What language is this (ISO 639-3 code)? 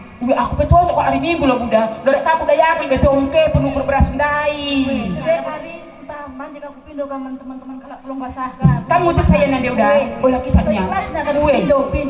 btx